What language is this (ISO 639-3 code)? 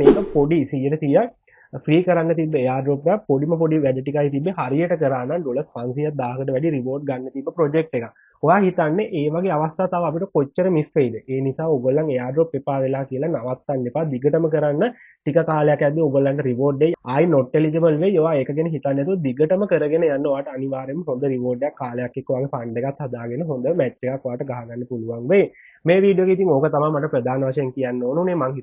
sin